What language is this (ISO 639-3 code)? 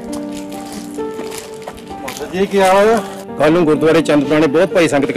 pan